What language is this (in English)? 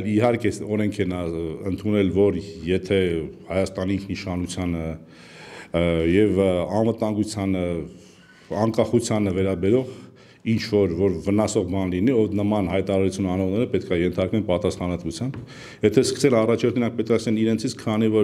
Armenian